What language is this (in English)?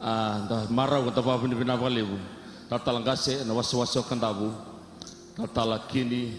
Fijian